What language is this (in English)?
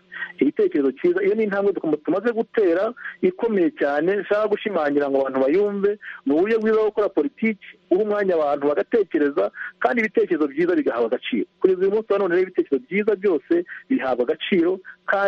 Kinyarwanda